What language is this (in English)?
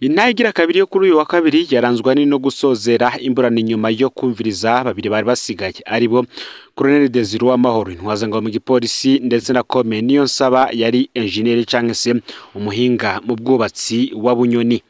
Rundi